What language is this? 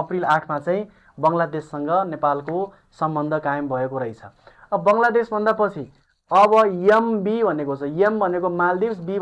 Nepali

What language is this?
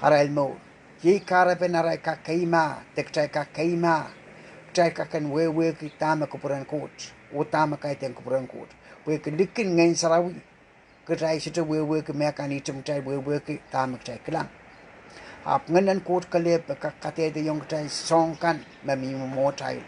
Pohnpeian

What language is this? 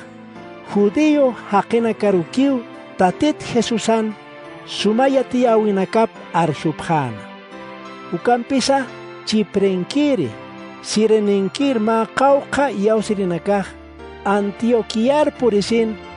Aymara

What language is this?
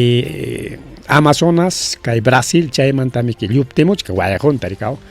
Ayacucho Quechua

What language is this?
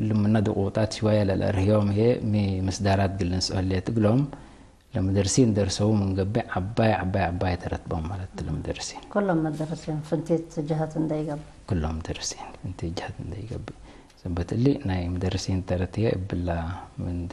Tigre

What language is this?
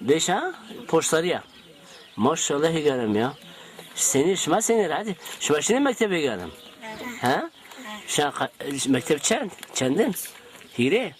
Zaza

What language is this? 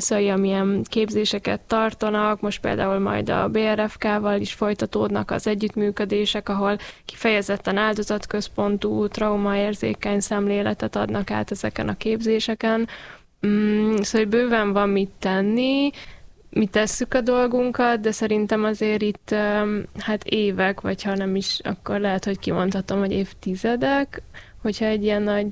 Hungarian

